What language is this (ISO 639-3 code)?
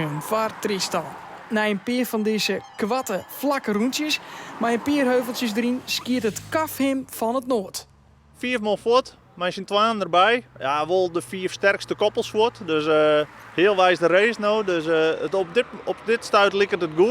fry